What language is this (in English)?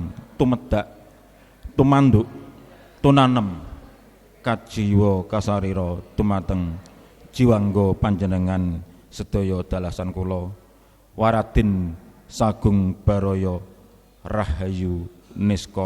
Javanese